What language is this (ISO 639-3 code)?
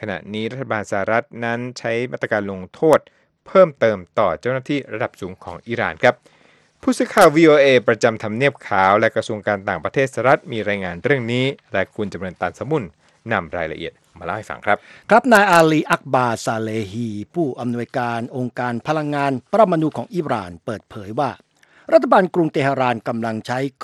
tha